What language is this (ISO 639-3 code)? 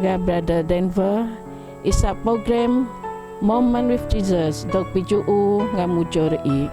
bth